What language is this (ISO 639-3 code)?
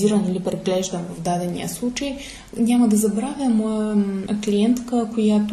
bul